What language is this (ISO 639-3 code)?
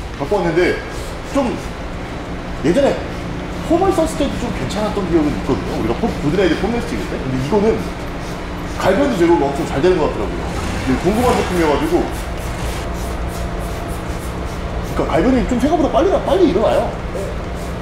kor